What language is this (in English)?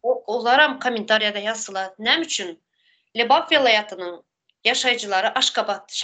Turkmen